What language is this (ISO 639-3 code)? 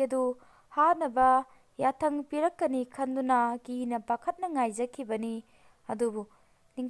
mni